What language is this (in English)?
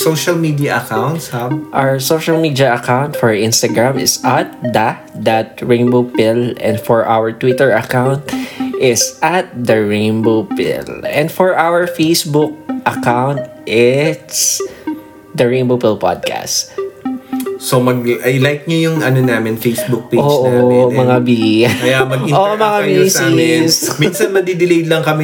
Filipino